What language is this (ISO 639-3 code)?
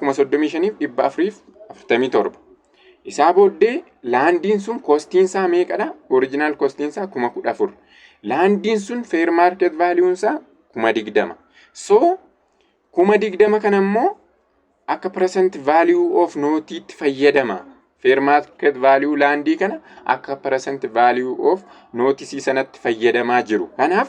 orm